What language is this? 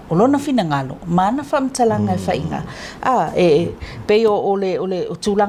Samoan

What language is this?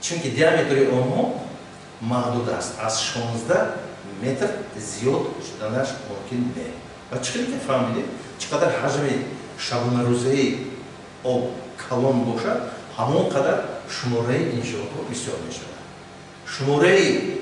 Tajik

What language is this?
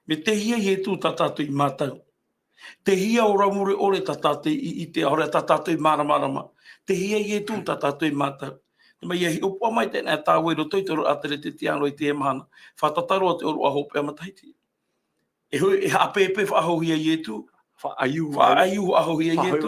Tahitian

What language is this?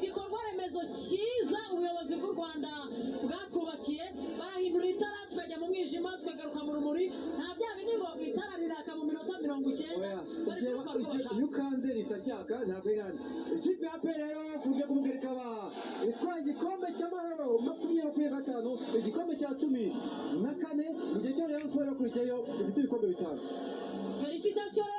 Kinyarwanda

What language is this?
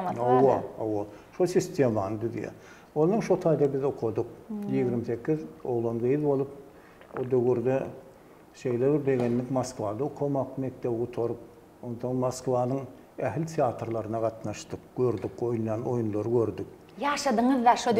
Turkmen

